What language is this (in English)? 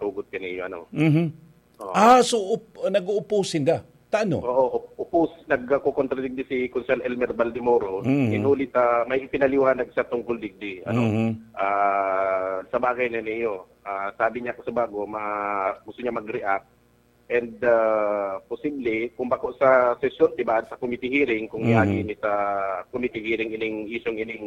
Bikol